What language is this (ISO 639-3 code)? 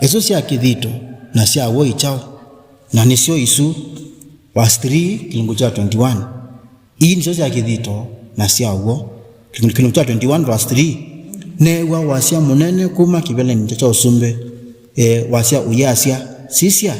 kam